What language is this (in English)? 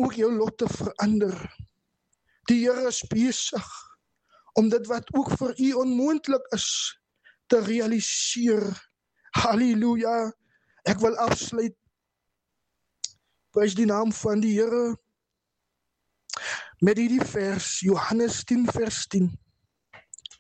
Afrikaans